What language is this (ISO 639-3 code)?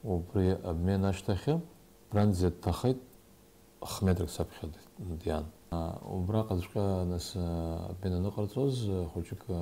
abk